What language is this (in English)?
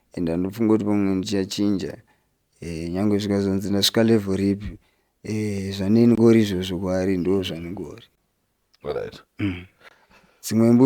Shona